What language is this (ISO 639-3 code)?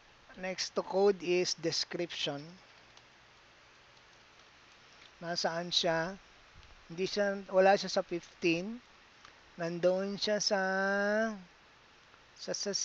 fil